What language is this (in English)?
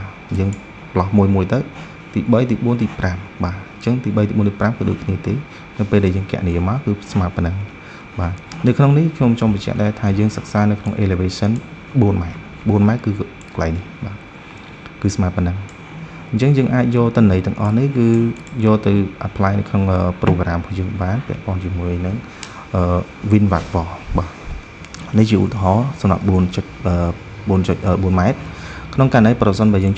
Khmer